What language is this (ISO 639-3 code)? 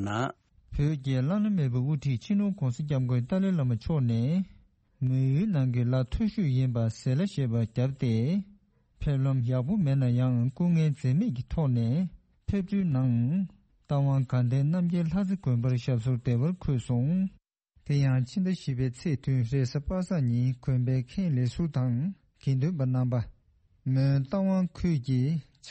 bod